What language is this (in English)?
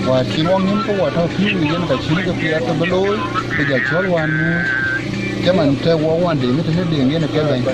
Dinka